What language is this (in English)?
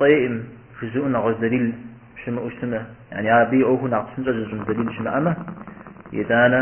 Kabardian